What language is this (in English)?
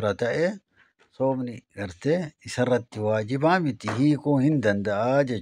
Oromo